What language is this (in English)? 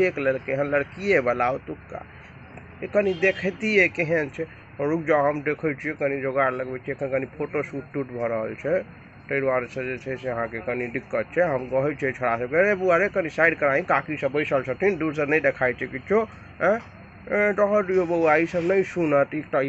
Maithili